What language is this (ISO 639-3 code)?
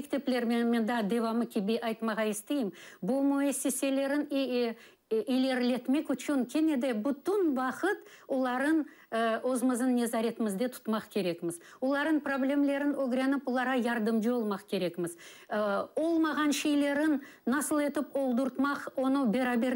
crh